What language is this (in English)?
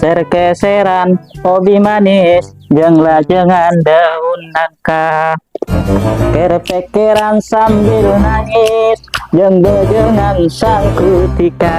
Madurese